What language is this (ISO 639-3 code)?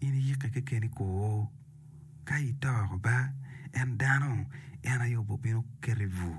ach